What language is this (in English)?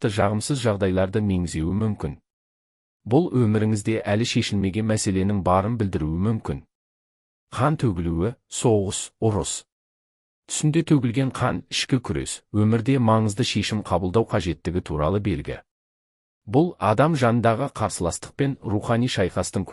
Kazakh